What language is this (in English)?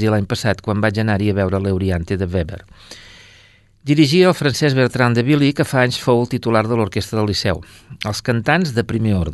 Catalan